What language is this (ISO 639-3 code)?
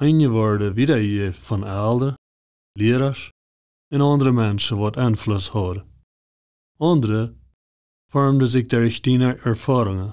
pdt